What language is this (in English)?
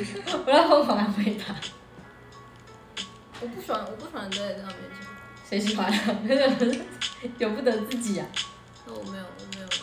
Chinese